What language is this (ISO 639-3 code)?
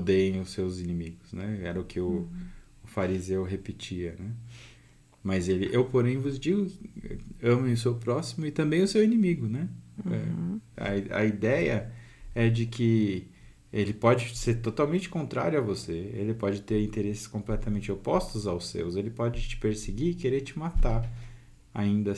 por